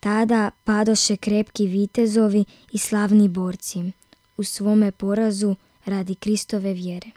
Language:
Croatian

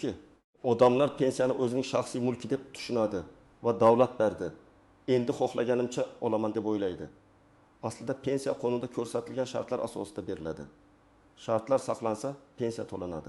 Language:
Uzbek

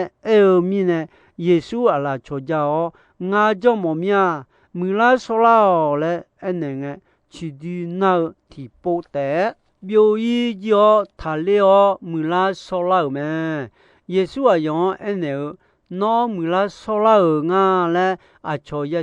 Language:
Akha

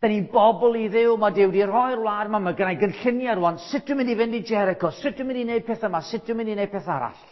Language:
Welsh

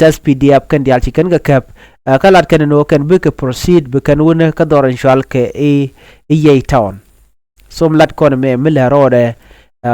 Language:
Nuer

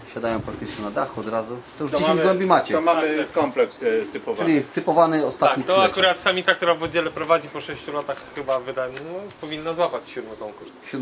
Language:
Polish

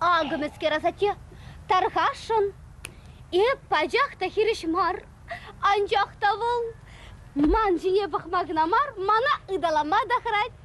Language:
Chuvash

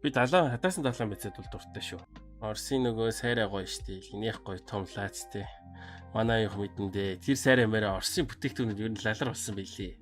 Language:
Mongolian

